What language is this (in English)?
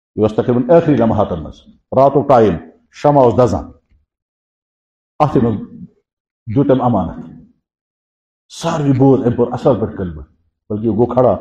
Kashmiri